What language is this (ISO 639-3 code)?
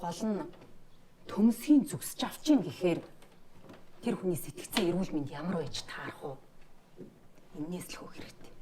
mon